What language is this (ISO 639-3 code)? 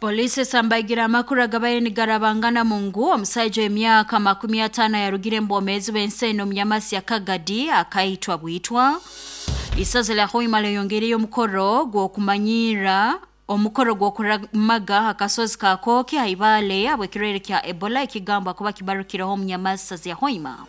nyo